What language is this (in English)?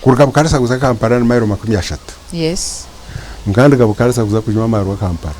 Nyankole